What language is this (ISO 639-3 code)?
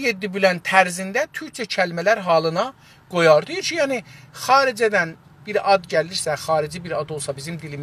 azb